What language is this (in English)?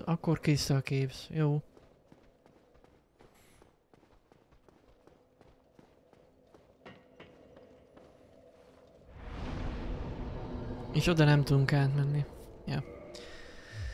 Hungarian